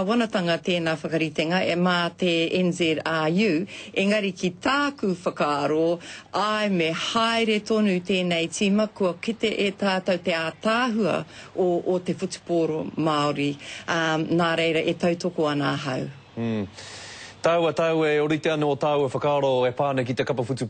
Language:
Māori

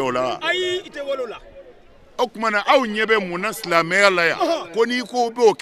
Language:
Bambara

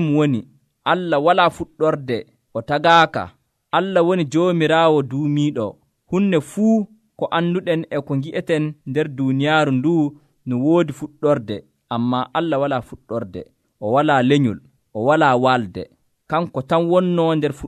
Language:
Nigerian Fulfulde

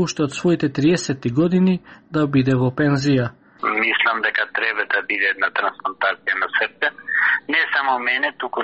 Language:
Macedonian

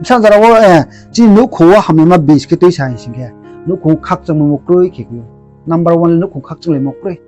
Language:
Riang (India)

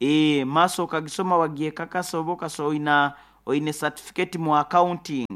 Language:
Nyoro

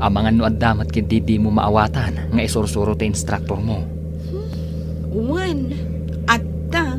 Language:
Iloko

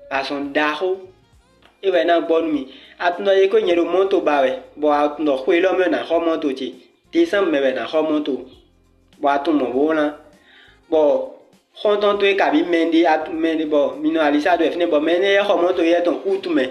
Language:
Fon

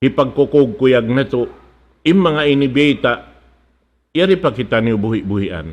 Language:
Tausug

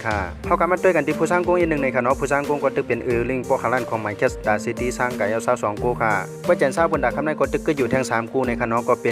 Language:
Shan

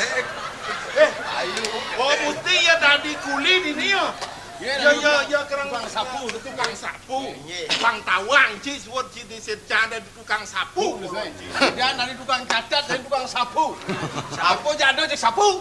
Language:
Balinese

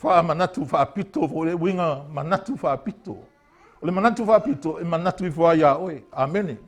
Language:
Samoan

